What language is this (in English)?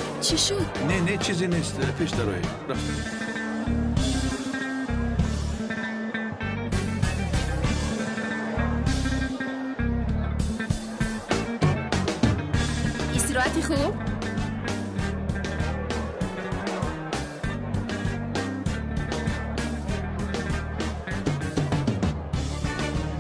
Persian